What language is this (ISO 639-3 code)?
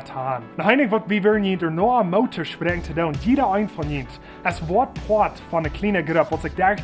pdt